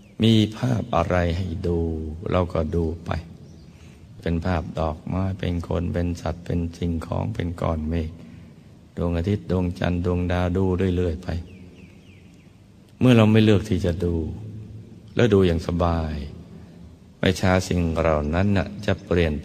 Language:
Thai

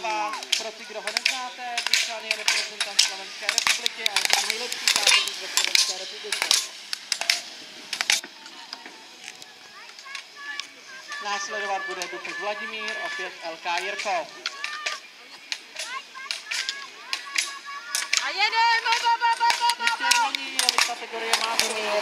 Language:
Czech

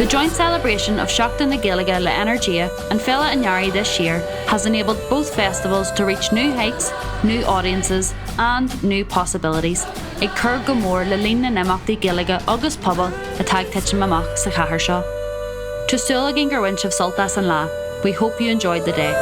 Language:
Irish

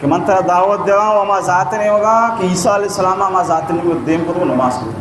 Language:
Baluchi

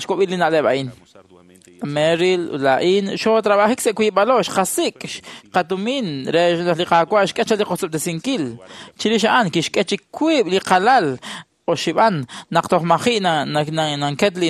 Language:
Kekchí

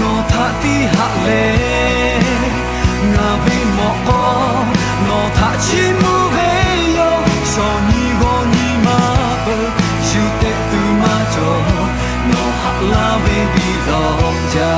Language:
Lahu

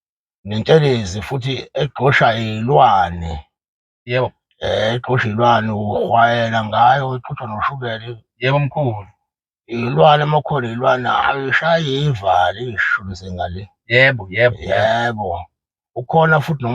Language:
Zulu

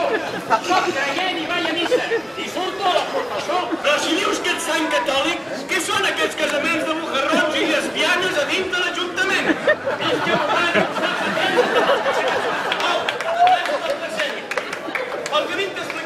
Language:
Catalan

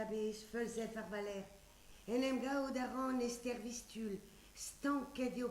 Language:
Breton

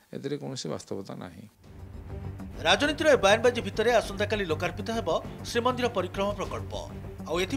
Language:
Odia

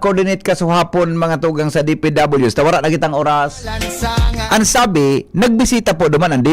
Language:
Bikol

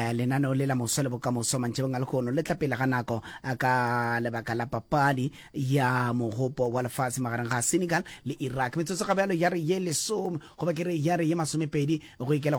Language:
Northern Sotho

